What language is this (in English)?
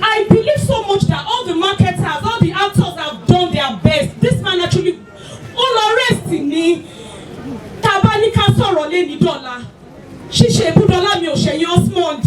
Yoruba